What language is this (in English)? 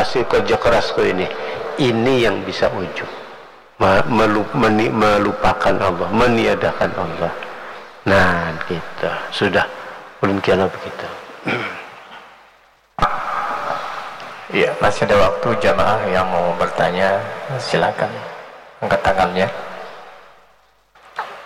Indonesian